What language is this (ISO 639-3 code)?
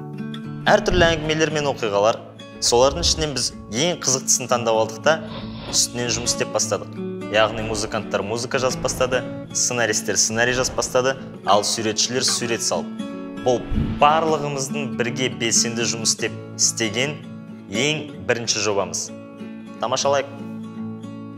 kaz